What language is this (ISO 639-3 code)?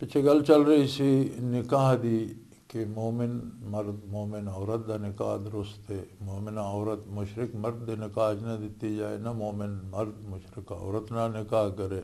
lah